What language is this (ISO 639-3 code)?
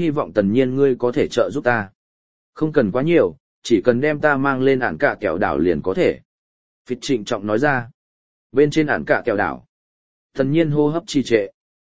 vie